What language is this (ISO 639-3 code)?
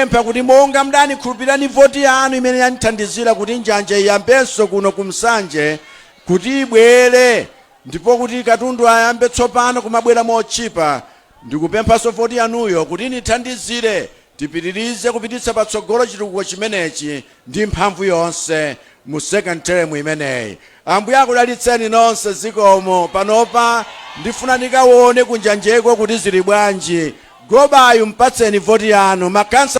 nya